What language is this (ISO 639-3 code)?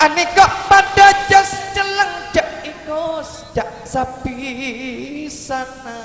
mad